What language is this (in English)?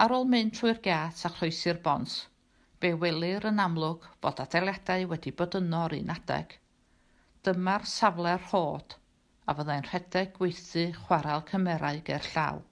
Welsh